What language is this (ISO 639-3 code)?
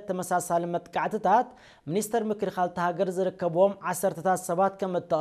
tir